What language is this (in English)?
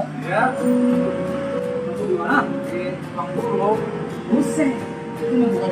Betawi